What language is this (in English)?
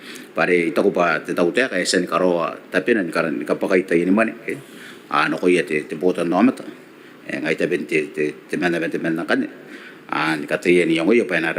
Gilbertese